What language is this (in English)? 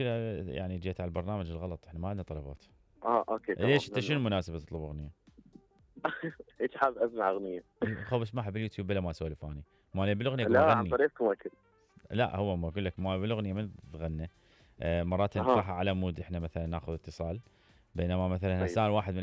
Mesopotamian Arabic